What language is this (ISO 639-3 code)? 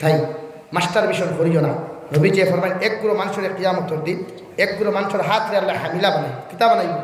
syl